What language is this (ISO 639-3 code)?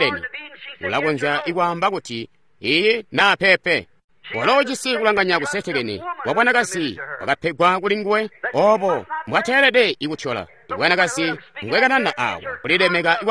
toi